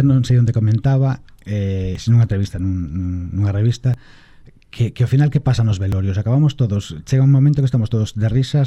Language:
Galician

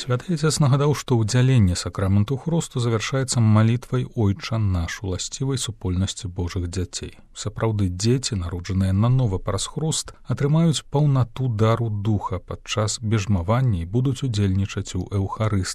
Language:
Belarusian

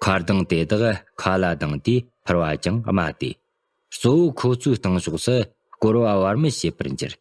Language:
Tibetan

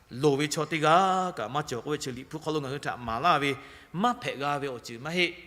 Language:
Lahu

